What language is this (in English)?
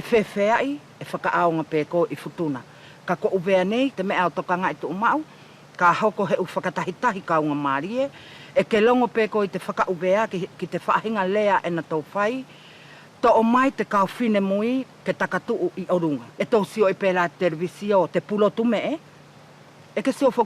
Wallisian